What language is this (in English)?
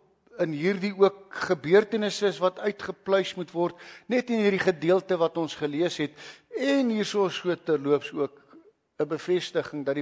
Afrikaans